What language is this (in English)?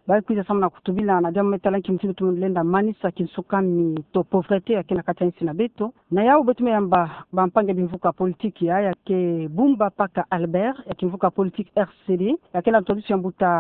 Kituba (Democratic Republic of Congo)